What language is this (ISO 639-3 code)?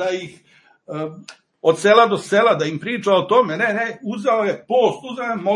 srp